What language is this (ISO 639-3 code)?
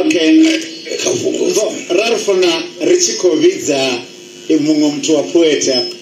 ven